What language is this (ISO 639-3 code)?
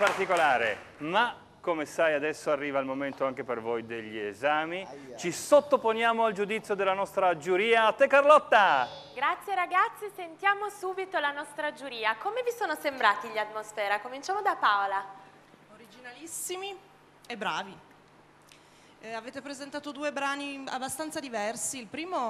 ita